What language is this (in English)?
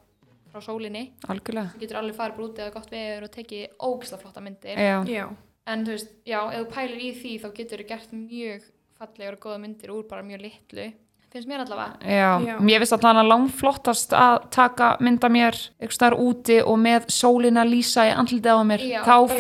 Icelandic